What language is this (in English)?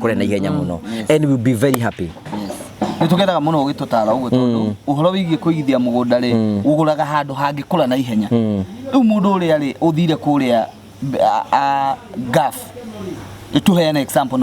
Kikuyu